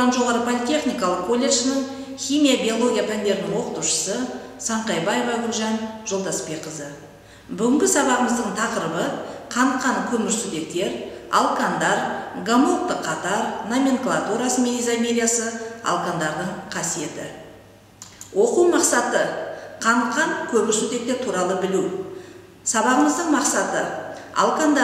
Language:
Kazakh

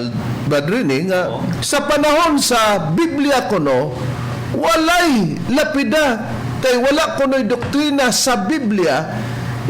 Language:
Cebuano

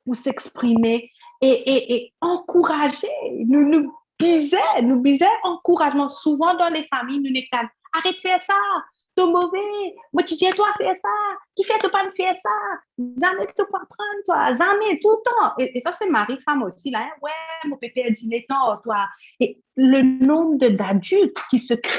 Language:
Morisyen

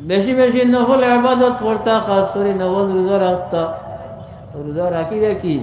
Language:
Sylheti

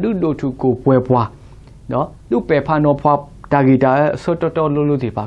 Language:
S'gaw Karen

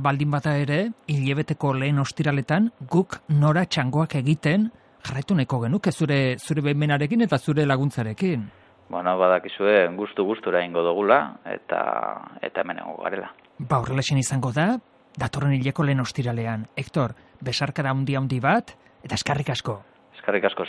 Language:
Basque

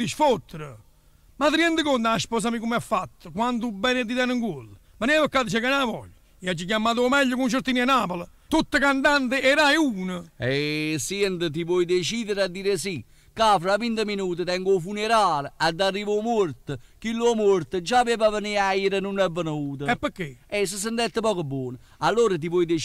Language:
Neapolitan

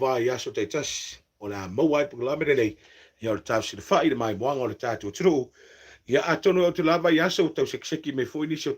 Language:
Samoan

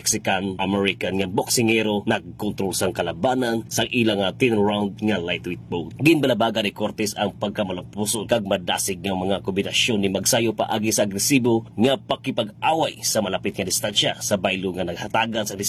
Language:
Hiligaynon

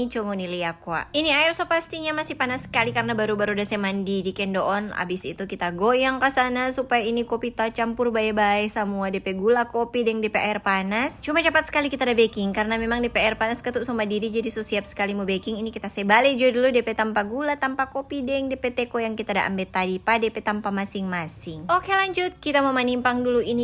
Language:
Manado Malay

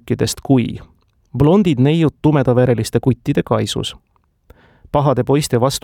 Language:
Estonian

